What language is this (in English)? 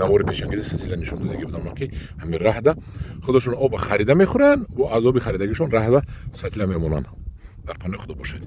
Tajik